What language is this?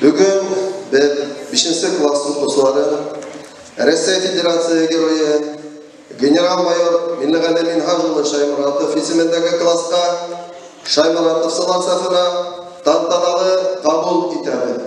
Bashkir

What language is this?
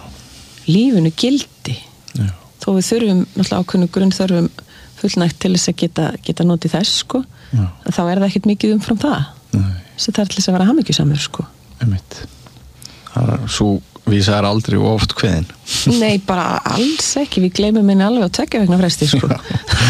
Icelandic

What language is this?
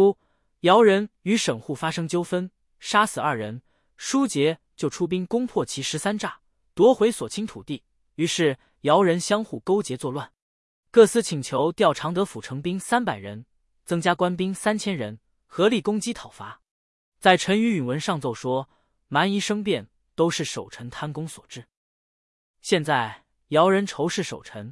Chinese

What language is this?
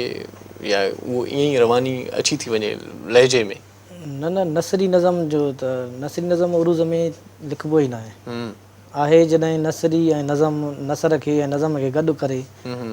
Sindhi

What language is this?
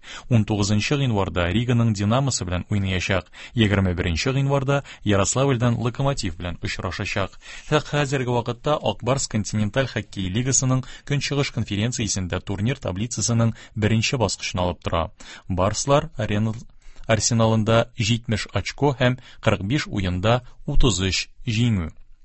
Tatar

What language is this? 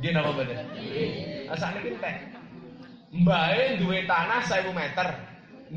Javanese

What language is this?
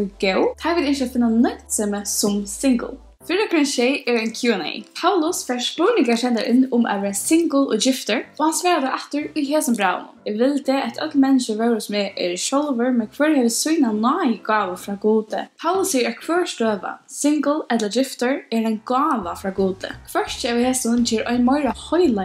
Faroese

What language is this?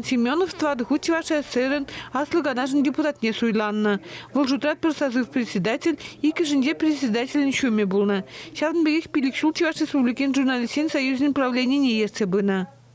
Chuvash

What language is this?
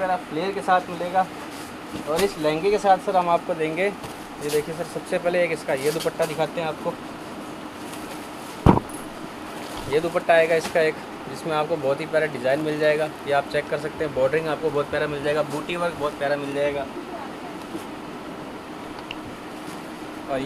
Hindi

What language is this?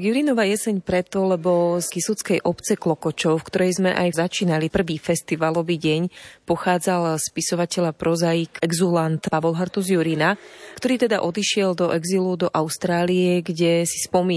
Slovak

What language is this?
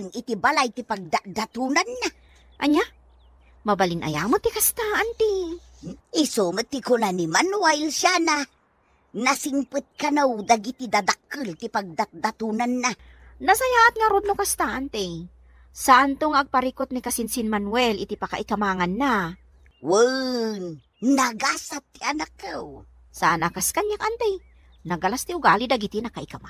Iloko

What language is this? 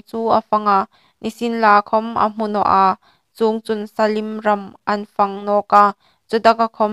Hmar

